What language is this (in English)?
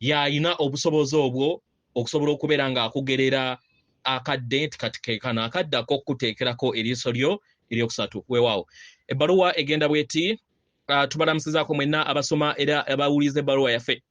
Ganda